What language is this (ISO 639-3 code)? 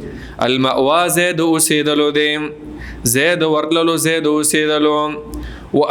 pus